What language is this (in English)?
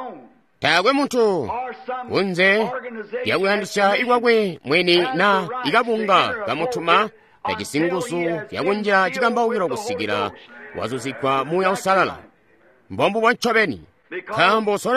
Tonga (Zambia)